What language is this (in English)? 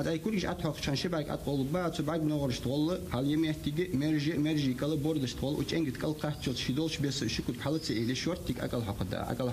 Ingush